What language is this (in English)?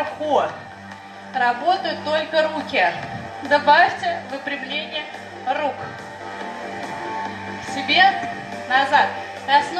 Russian